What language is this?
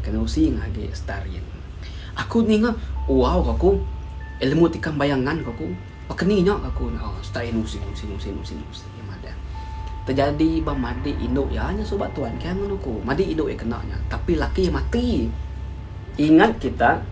Iban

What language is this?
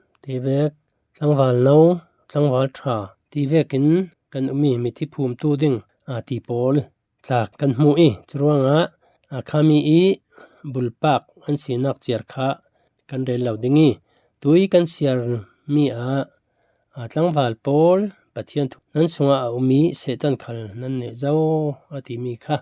Falam Chin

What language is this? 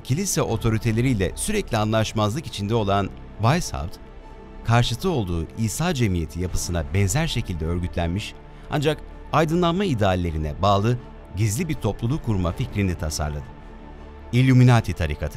Turkish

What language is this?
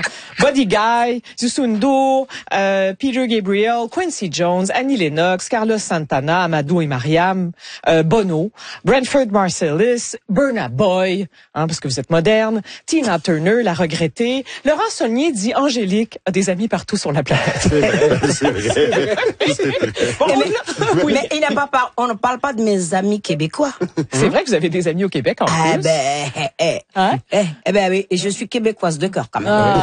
French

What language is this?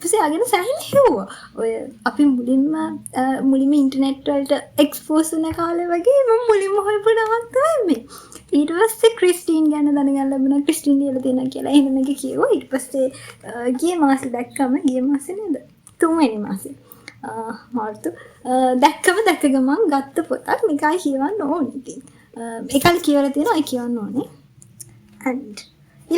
Sinhala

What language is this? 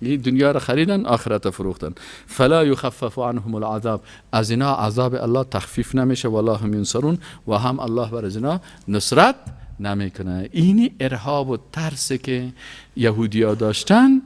Persian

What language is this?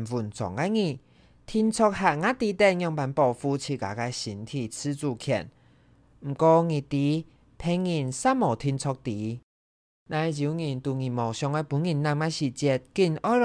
Hakka Chinese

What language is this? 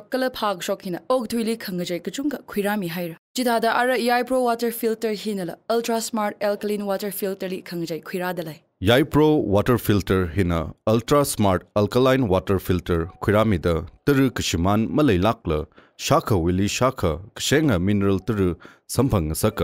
Tangkhul Naga (India)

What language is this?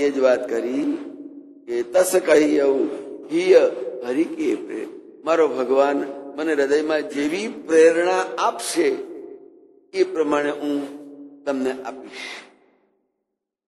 Gujarati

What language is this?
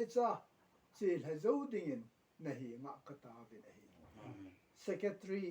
Thado Chin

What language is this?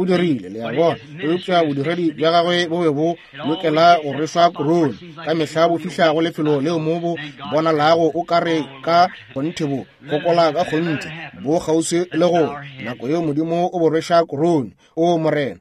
Northern Sotho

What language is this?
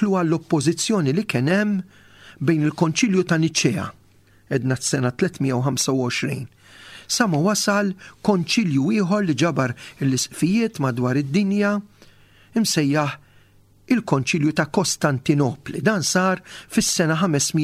Maltese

